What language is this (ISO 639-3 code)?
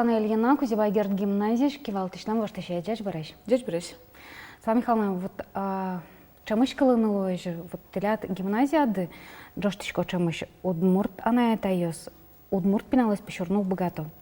udm